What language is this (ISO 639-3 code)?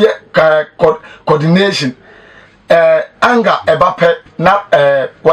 aka